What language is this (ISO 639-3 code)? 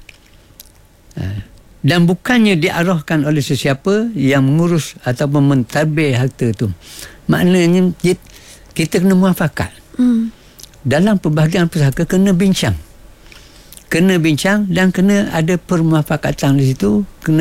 msa